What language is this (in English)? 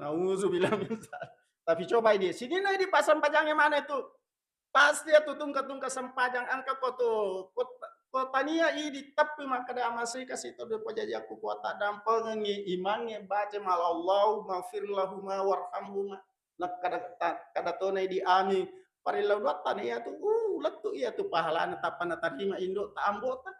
Buginese